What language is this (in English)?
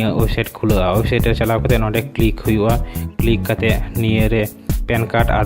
Santali